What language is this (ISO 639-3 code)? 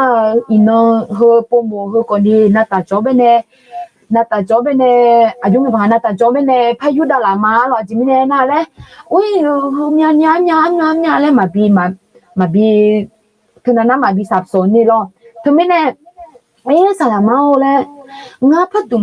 ahk